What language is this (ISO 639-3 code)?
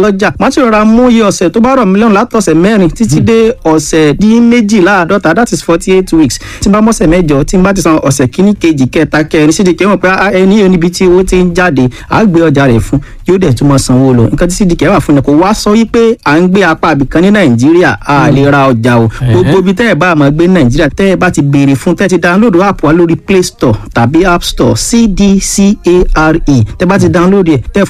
yor